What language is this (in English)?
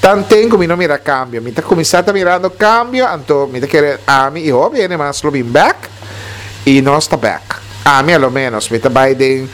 Papiamento